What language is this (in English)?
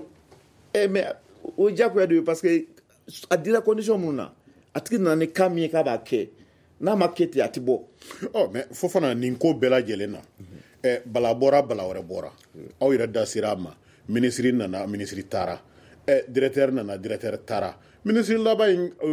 Bambara